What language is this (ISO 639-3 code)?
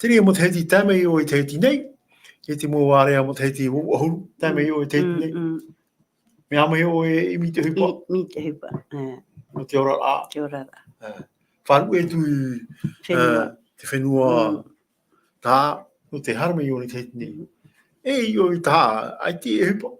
tah